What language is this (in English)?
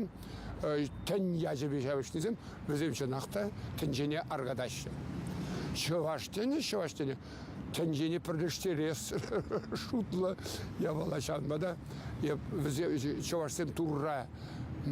Chuvash